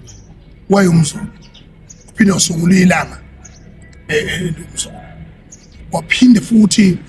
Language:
Zulu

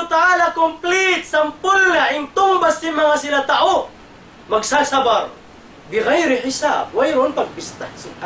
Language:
Tausug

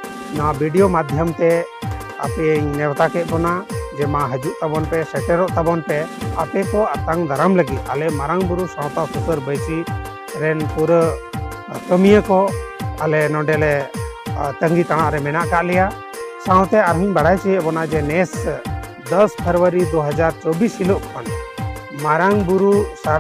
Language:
Santali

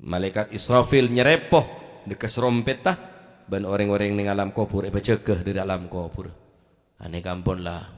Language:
Madurese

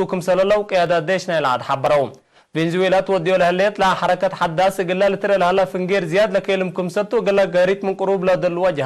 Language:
Tigre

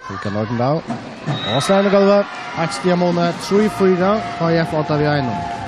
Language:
Faroese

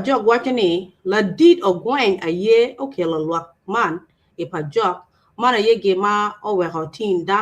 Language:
Acoli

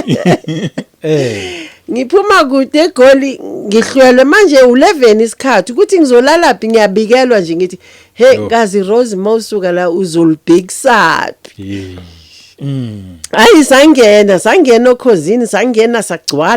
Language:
Zulu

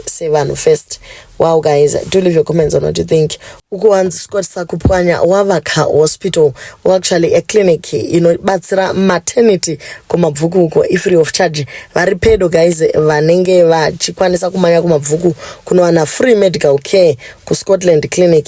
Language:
Shona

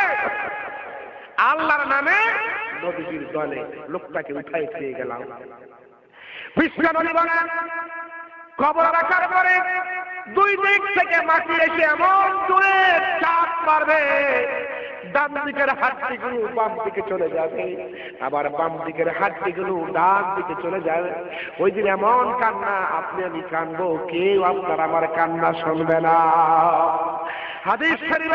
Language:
Bangla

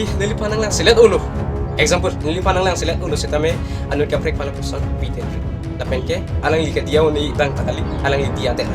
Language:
Karbi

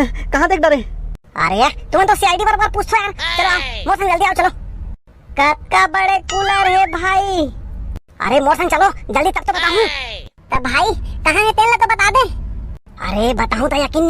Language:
Chhattisgarhi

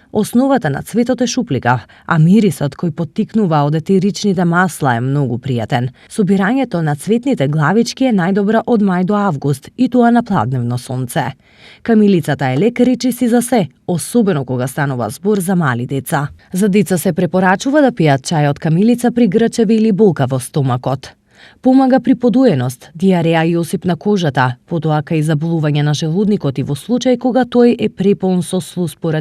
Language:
Macedonian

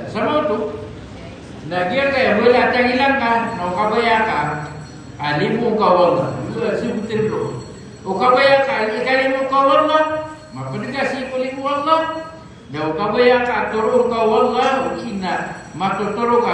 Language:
Maranao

